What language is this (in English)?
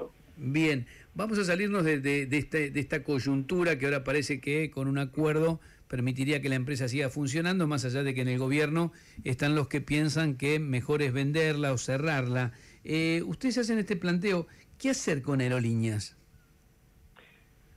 Spanish